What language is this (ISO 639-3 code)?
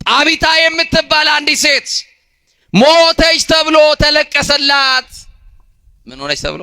amh